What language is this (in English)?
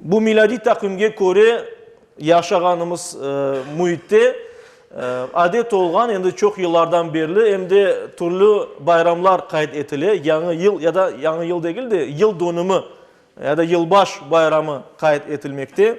Crimean Tatar